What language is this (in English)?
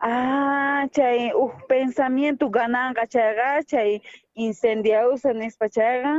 South Bolivian Quechua